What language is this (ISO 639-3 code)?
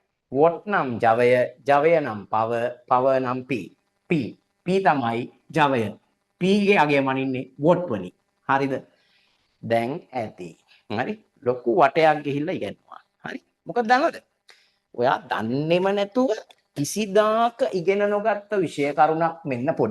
sin